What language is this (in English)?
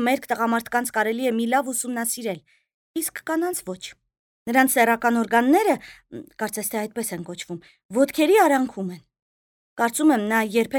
Armenian